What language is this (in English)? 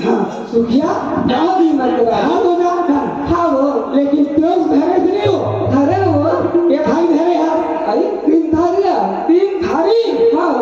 Chhattisgarhi